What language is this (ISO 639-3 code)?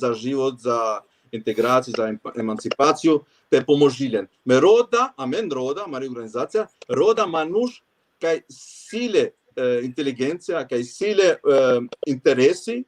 rmn